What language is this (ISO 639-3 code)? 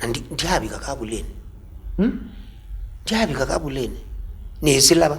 kam